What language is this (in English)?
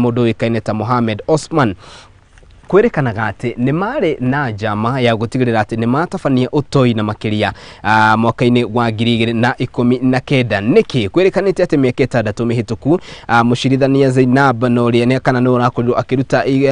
Kikuyu